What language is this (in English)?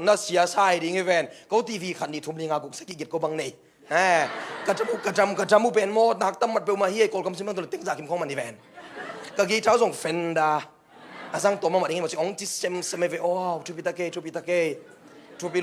Tedim Chin